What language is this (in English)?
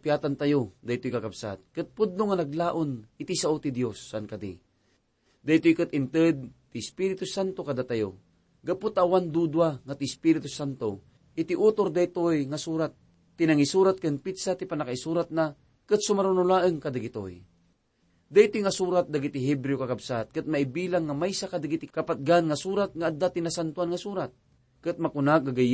Iloko